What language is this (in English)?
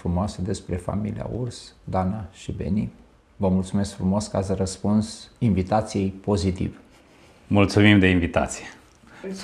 Romanian